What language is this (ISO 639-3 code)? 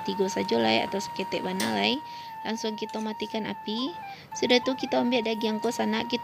min